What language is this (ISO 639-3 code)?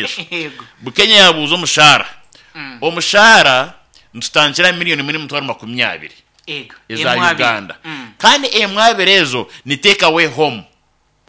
nyn